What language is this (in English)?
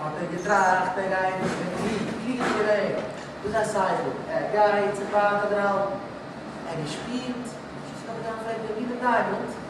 Yiddish